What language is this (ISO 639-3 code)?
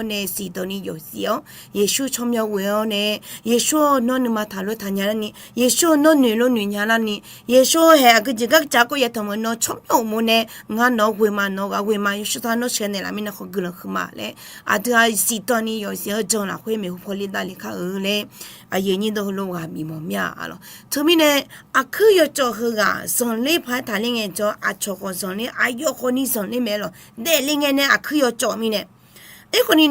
ahk